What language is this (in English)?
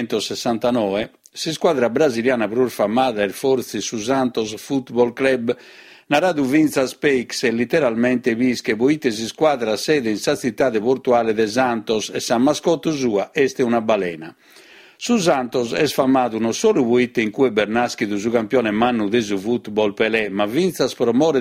Sardinian